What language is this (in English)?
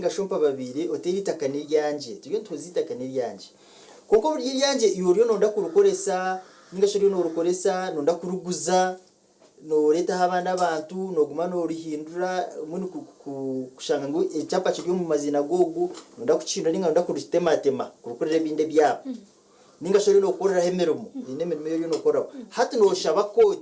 Nyankole